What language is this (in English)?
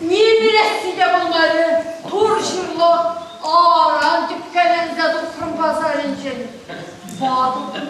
Chuvash